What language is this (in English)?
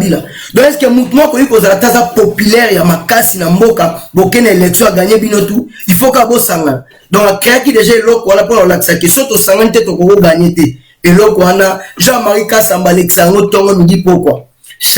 Lingala